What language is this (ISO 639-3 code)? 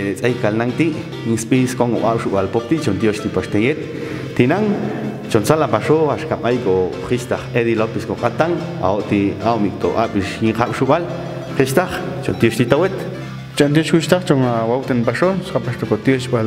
jac